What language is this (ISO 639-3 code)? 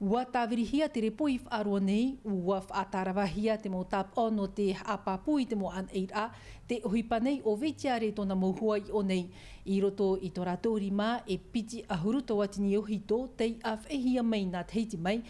tah